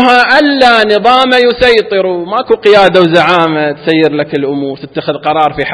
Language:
Arabic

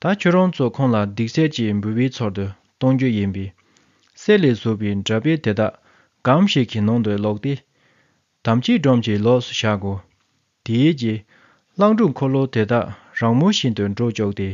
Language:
Tibetan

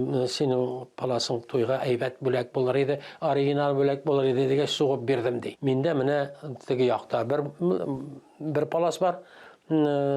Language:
Tatar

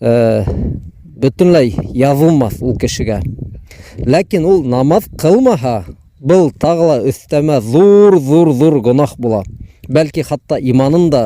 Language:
Bashkir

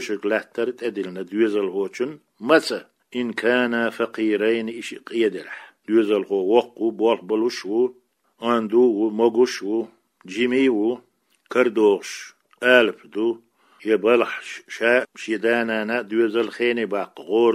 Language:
Chechen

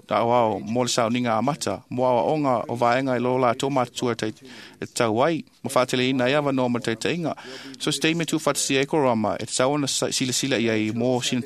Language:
Samoan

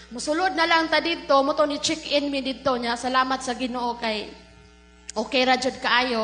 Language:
Cebuano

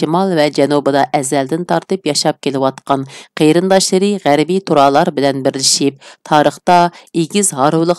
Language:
Uyghur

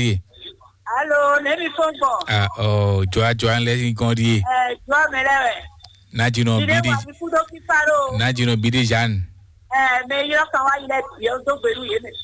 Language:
Fon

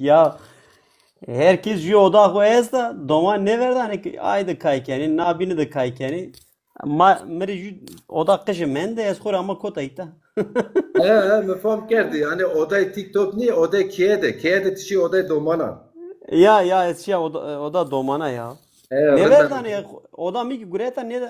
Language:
Zaza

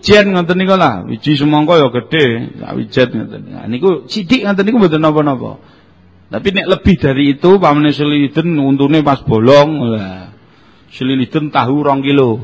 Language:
Javanese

